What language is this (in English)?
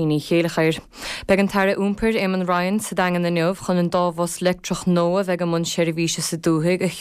Irish